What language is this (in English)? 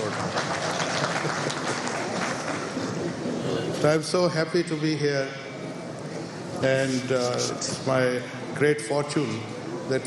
Urdu